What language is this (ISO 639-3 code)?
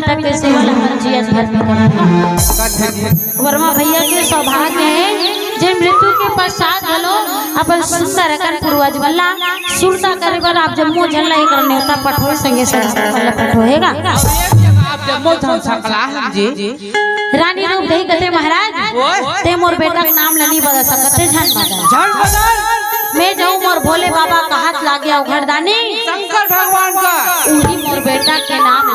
hne